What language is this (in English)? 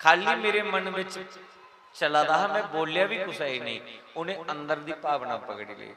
Dogri